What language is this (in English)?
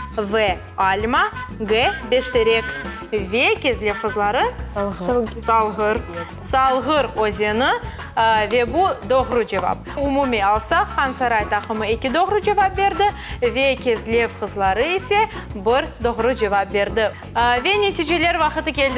Crimean Tatar